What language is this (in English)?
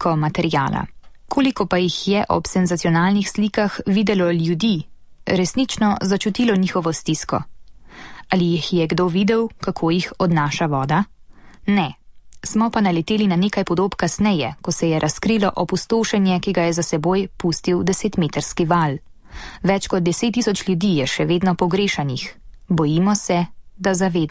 Slovenian